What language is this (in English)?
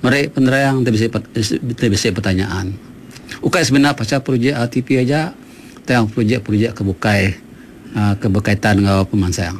Iban